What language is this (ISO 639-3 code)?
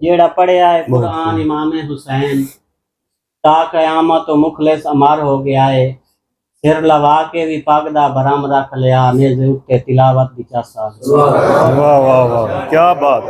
skr